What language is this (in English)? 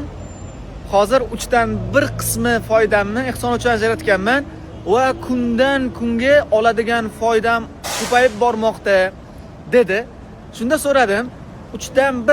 Uzbek